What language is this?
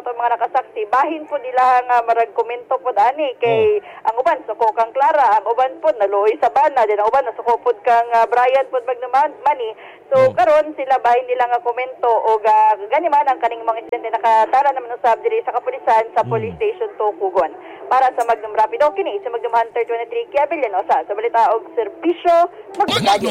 Cebuano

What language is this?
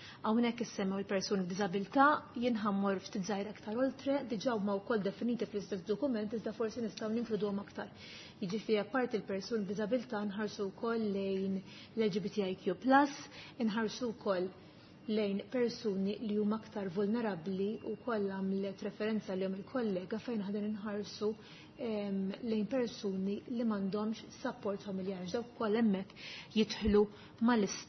Maltese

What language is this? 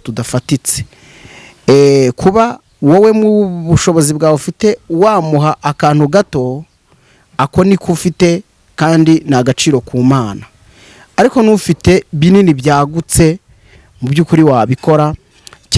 Kinyarwanda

